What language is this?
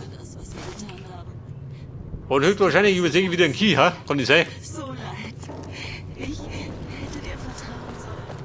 Bavarian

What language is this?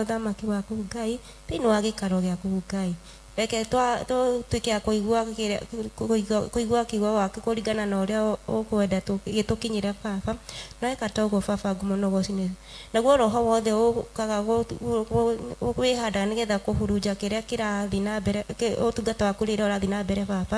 Kikuyu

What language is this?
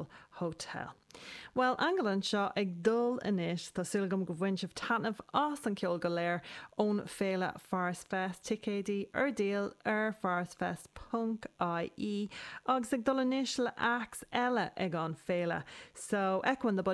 Irish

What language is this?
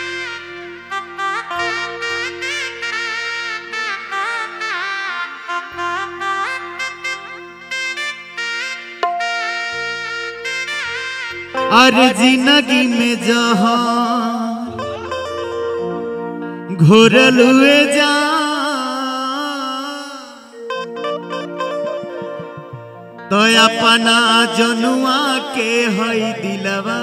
Bhojpuri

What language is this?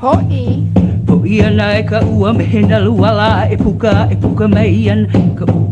Hawaiian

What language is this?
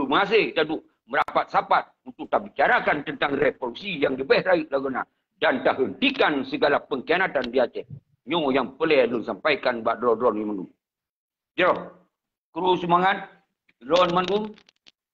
Achinese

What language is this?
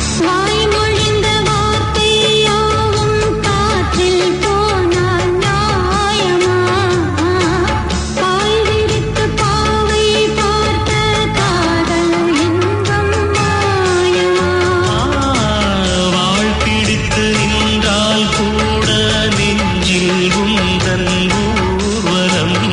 Tamil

